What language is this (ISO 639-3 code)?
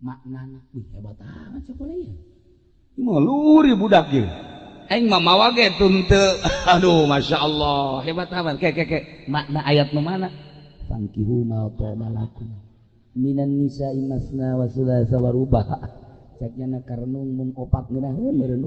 sun